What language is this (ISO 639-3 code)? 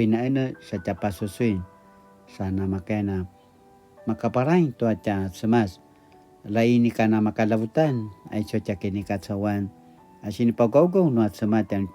pwn